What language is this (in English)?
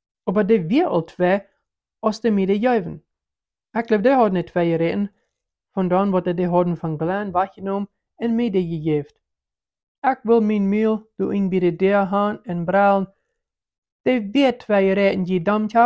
Plautdietsch